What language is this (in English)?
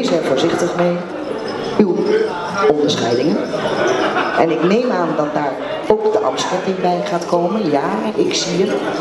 Dutch